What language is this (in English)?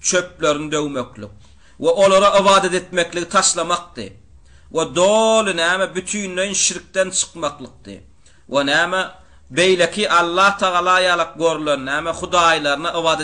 Turkmen